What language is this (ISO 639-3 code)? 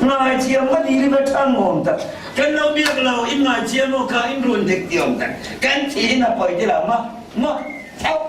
cfm